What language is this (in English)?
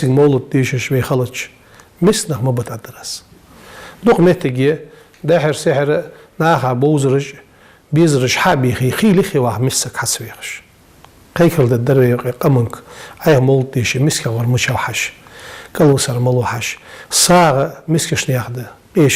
Ingush